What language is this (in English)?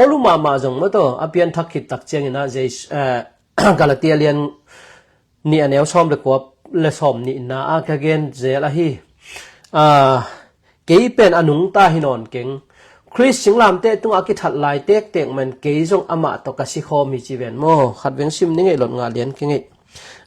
Tedim Chin